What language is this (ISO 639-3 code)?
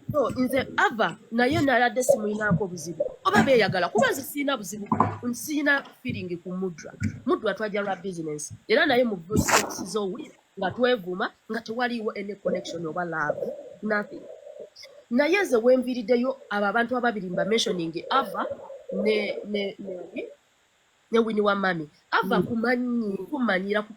lug